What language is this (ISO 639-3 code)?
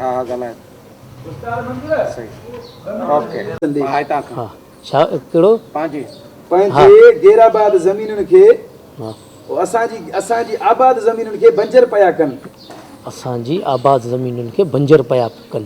snd